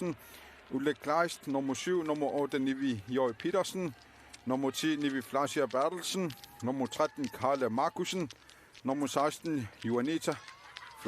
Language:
Kalaallisut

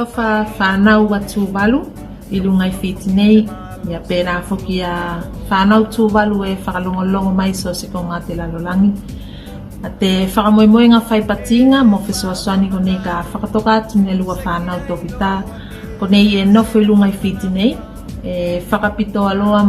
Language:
Tuvalu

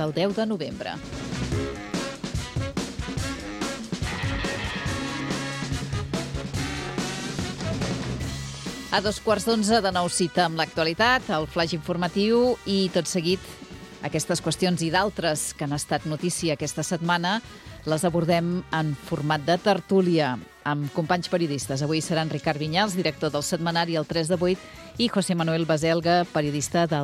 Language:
Catalan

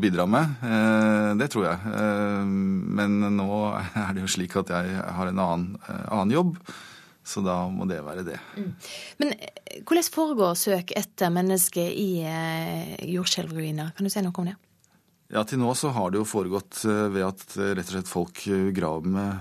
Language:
Norwegian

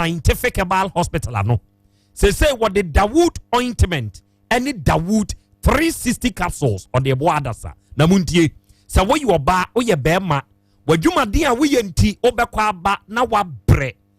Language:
Akan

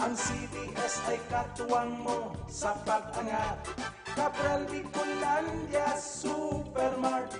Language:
Bikol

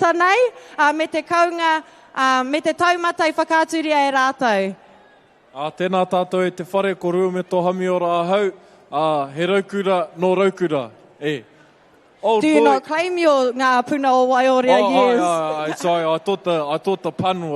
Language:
Māori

